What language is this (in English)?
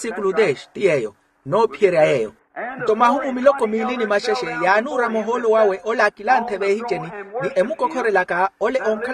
Makhuwa